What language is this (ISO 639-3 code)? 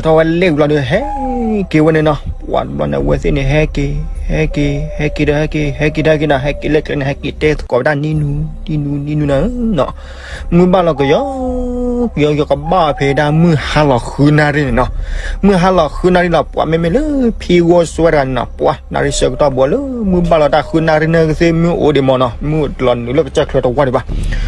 ksw